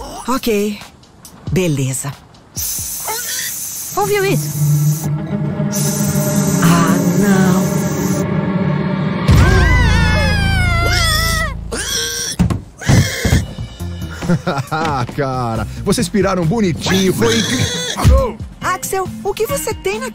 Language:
Portuguese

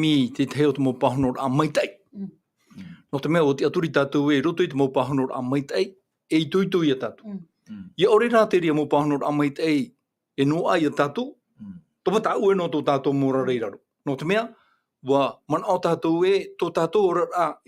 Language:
Tahitian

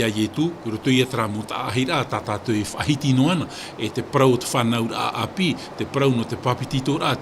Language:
Tahitian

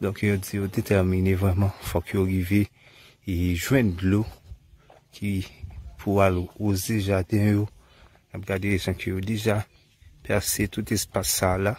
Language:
Haitian Creole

